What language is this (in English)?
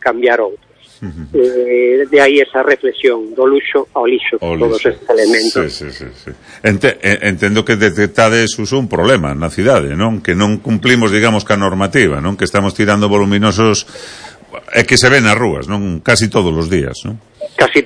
Galician